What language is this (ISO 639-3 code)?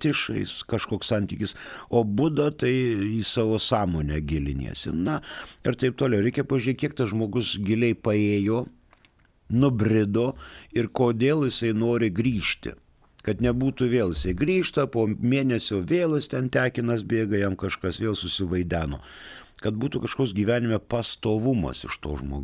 lit